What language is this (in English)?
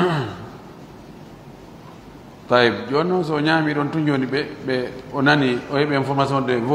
Fula